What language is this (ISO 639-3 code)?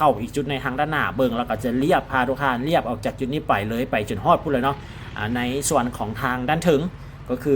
lao